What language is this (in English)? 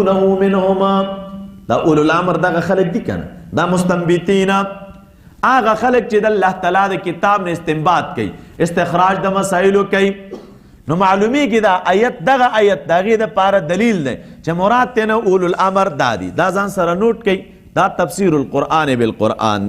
Pashto